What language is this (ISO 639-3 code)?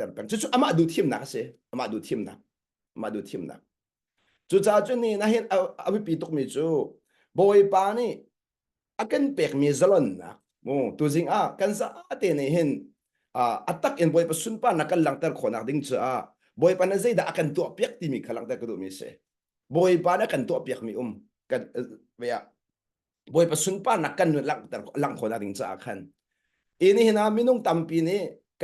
cnh